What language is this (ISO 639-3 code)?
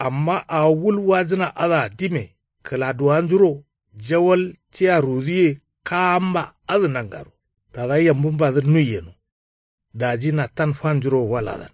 kau